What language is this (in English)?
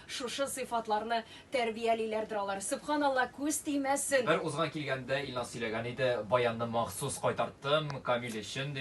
Tatar